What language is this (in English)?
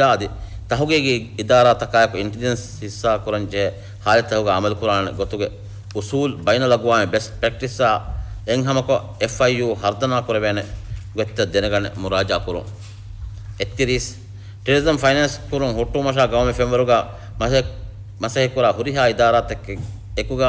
Divehi